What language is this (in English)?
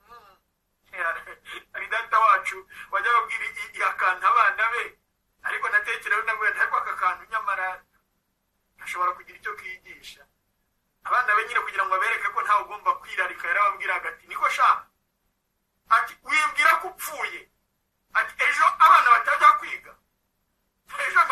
Kinyarwanda